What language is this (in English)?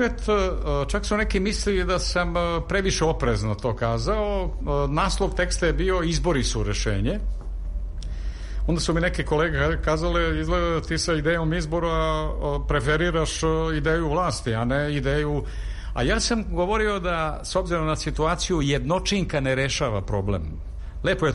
Serbian